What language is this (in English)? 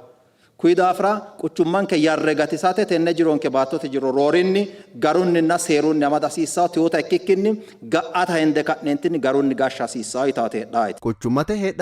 Sidamo